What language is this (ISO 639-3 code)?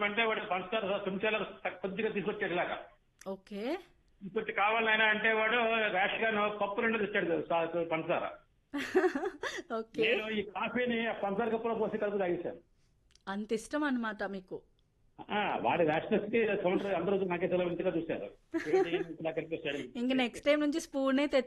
tel